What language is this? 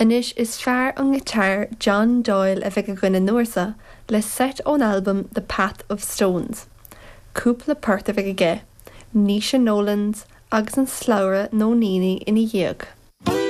Irish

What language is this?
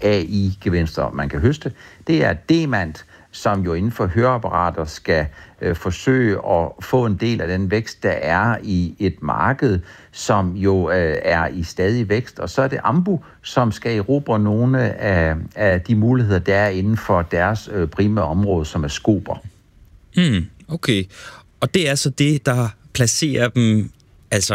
Danish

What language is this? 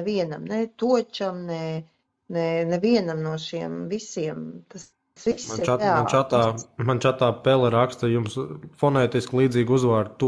Latvian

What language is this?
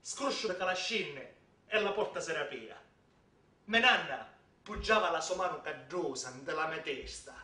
Sicilian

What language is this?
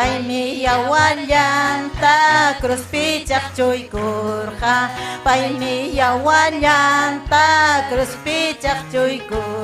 Ayacucho Quechua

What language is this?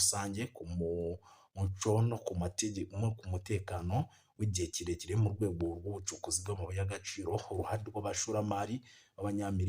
Kinyarwanda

